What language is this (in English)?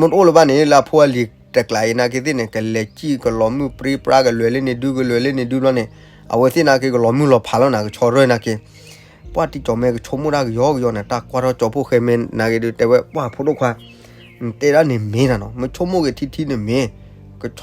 S'gaw Karen